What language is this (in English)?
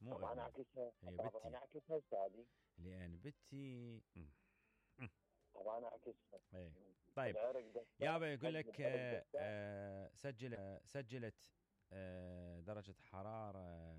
Mesopotamian Arabic